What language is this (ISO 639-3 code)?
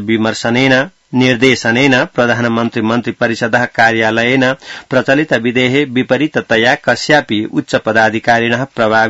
san